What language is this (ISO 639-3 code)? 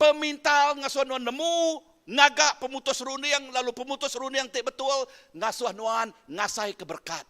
iba